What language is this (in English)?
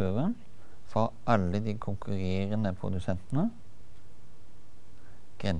Norwegian